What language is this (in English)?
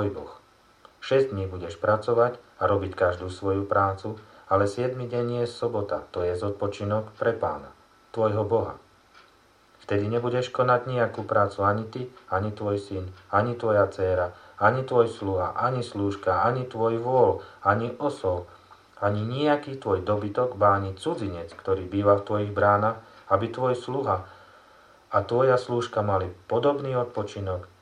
Slovak